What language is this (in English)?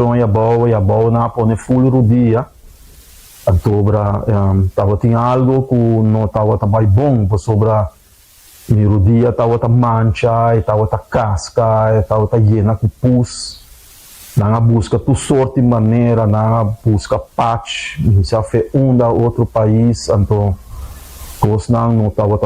Papiamento